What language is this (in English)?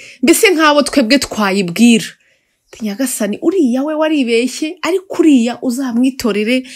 Kinyarwanda